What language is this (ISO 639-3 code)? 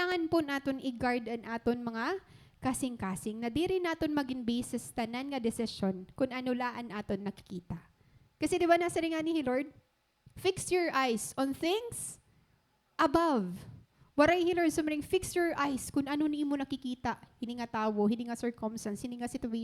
war